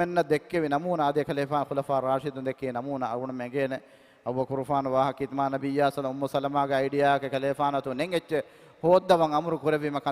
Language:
Divehi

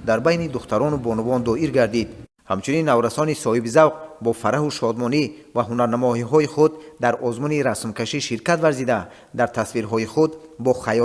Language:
Tajik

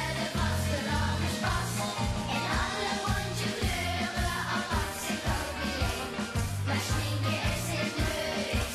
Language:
Limburgish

